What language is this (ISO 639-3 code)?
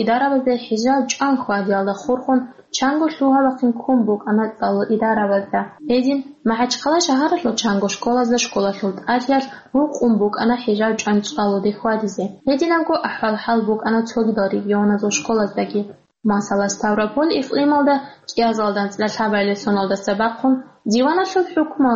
ava